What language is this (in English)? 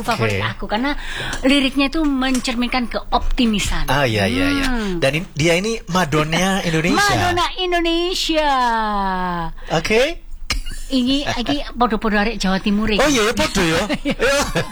Indonesian